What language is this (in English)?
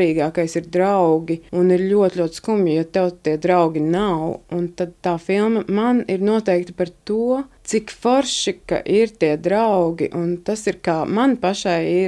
Latvian